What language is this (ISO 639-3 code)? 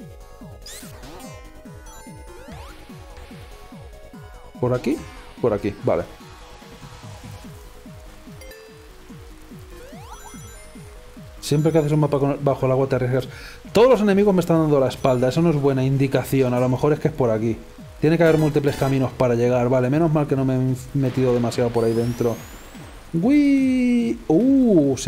spa